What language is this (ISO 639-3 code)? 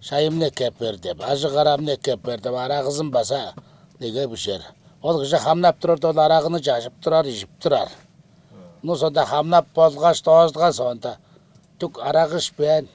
tyv